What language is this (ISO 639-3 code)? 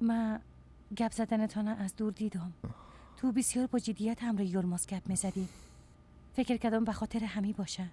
fas